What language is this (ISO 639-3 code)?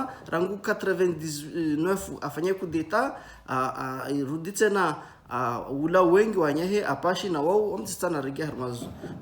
zdj